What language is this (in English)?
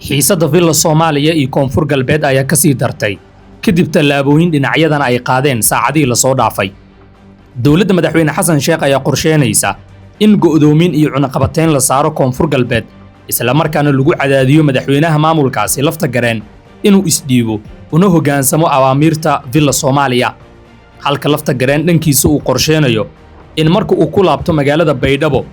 Somali